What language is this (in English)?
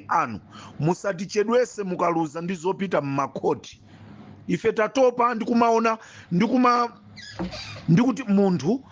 Nyanja